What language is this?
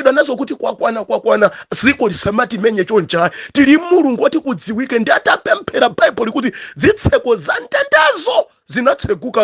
Nyanja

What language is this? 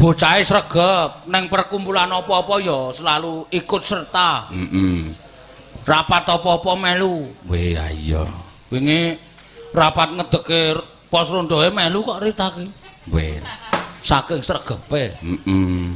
Javanese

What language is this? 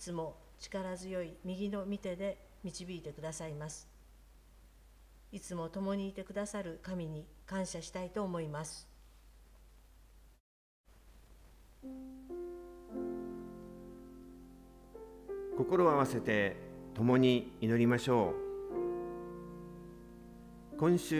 Japanese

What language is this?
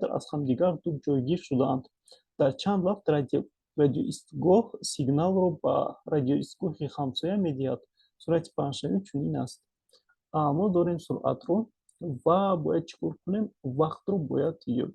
Tajik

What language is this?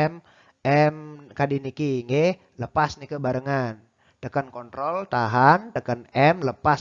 Balinese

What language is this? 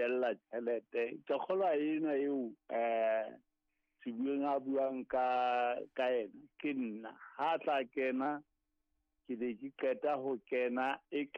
Southern Sotho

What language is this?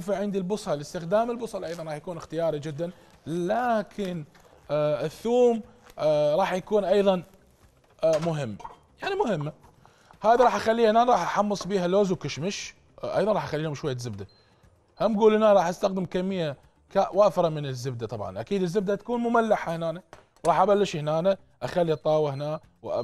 Mesopotamian Arabic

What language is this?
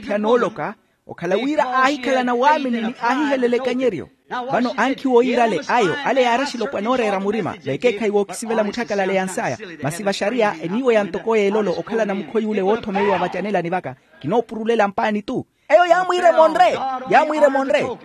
Makhuwa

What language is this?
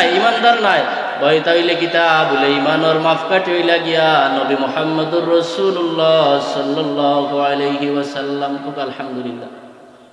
Sylheti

